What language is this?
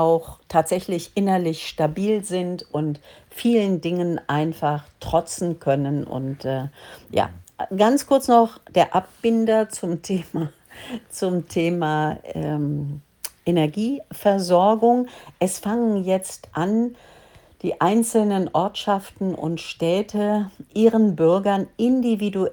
German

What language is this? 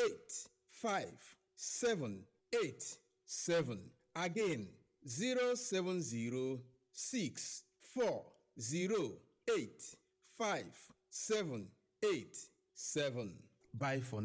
Nigerian Pidgin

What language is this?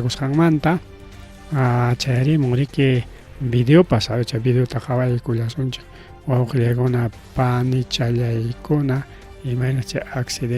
Ayacucho Quechua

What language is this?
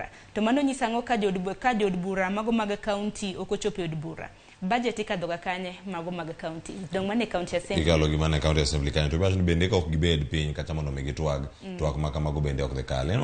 Luo (Kenya and Tanzania)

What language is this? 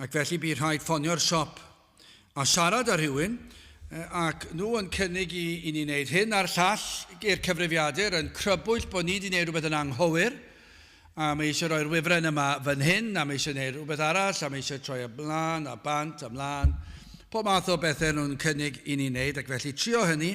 Welsh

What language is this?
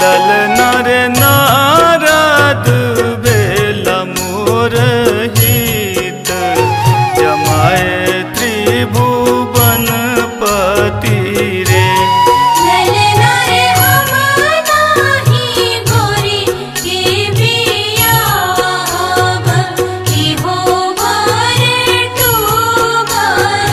Maithili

